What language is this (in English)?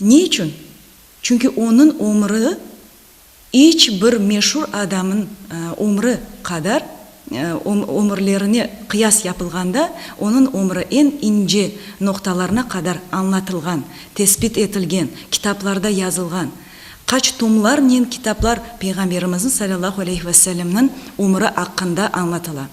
Crimean Tatar